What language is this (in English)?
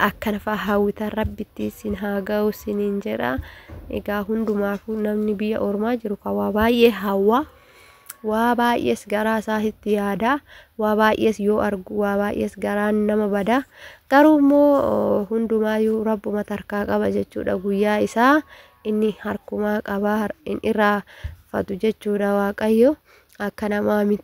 Oromo